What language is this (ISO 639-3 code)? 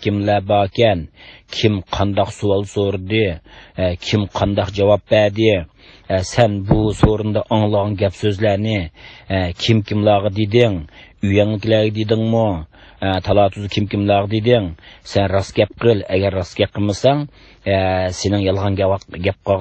uig